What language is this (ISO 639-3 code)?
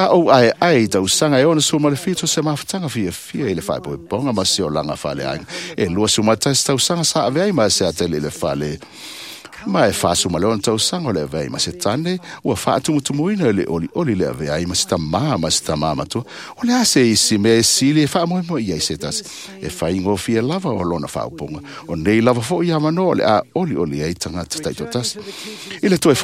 smo